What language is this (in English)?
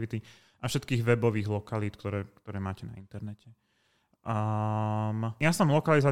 Slovak